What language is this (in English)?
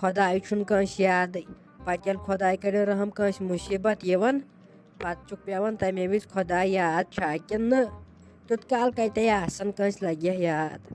Kashmiri